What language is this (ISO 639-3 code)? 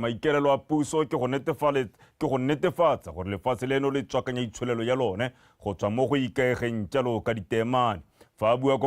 tsn